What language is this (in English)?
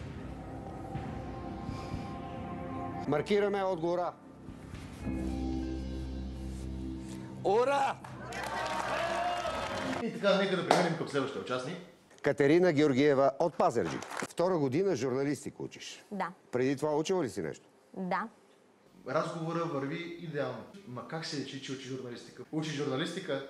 Bulgarian